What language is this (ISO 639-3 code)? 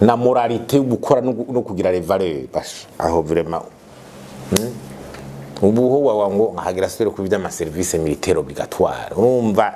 run